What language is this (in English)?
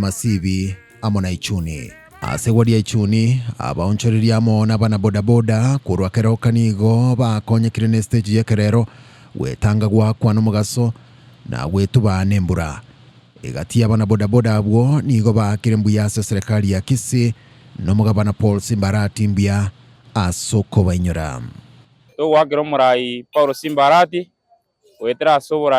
Gusii